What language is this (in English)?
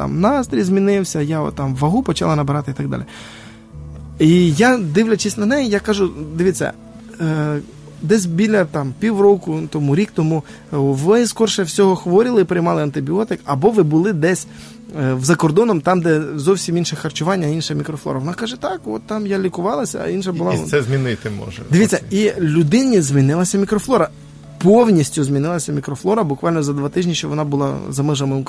Ukrainian